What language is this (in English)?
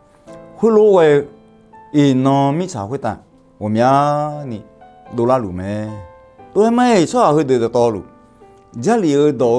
Akha